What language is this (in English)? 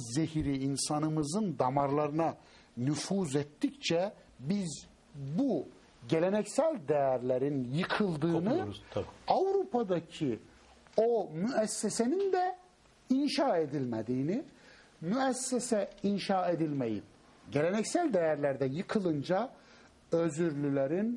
Turkish